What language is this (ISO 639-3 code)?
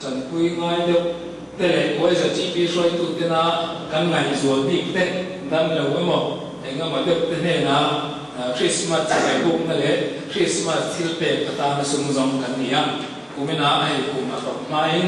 lus